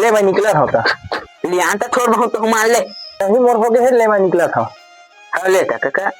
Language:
Chhattisgarhi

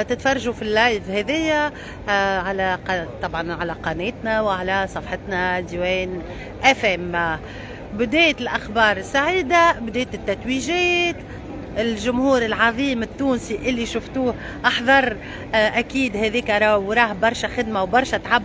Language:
Tunisian Arabic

